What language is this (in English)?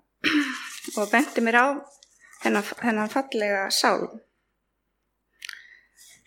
Icelandic